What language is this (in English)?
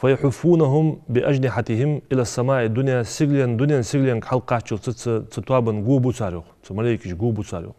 Ingush